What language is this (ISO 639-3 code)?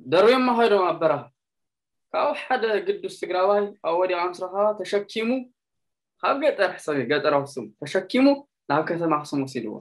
tir